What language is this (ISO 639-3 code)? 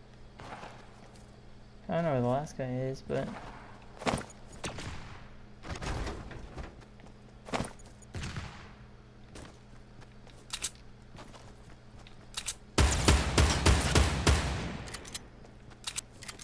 eng